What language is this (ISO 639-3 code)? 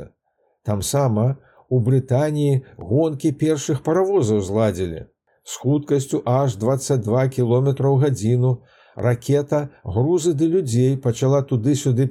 bel